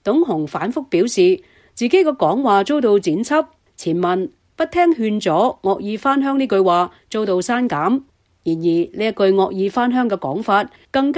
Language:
Cantonese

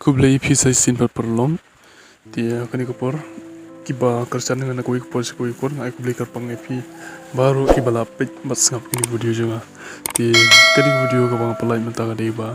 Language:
Khasi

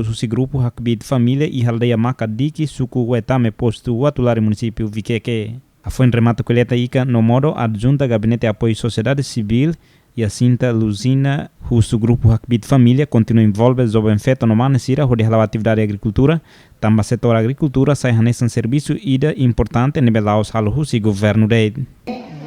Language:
Tetum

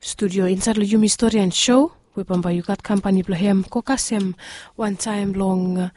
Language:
Bislama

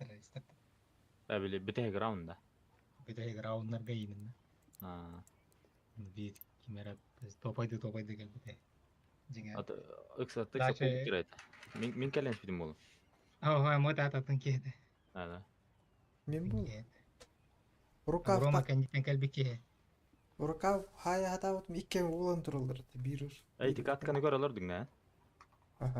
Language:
Yakut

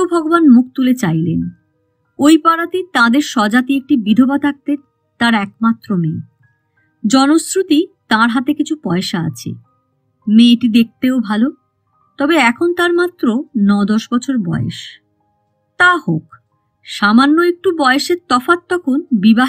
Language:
Bangla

